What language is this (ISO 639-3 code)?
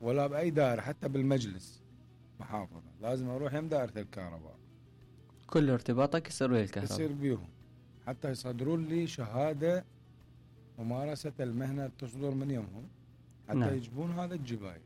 acm